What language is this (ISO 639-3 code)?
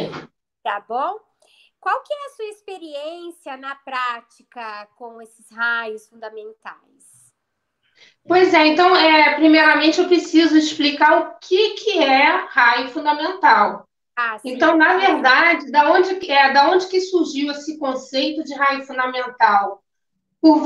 por